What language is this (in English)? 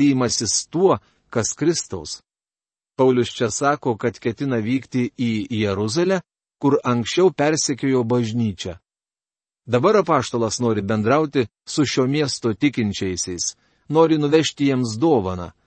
Lithuanian